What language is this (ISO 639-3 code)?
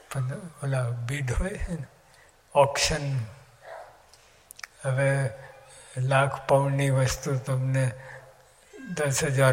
guj